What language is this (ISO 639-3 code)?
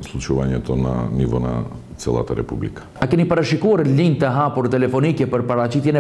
mkd